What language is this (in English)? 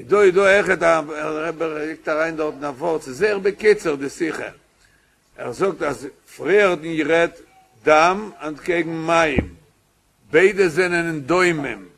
Yiddish